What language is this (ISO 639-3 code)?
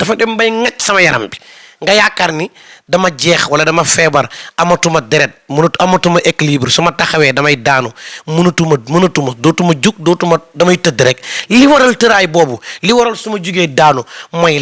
wol